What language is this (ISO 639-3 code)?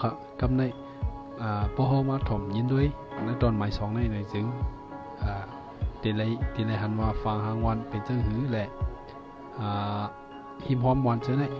shn